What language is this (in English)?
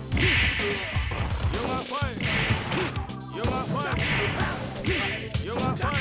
English